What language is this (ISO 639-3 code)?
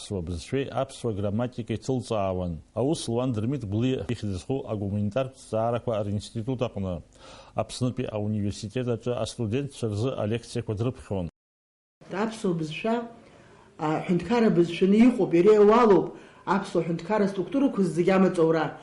abk